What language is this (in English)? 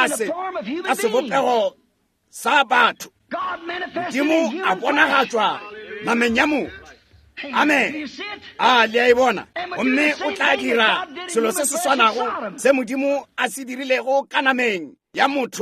Northern Sotho